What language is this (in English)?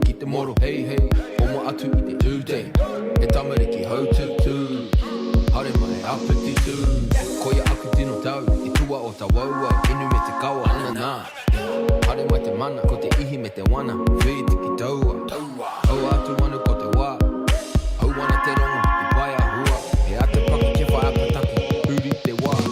Māori